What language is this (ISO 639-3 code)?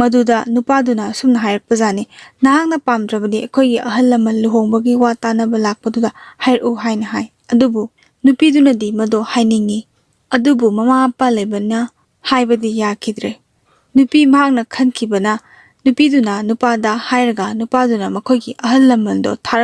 mni